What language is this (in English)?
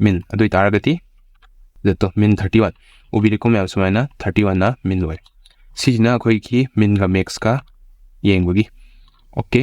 Manipuri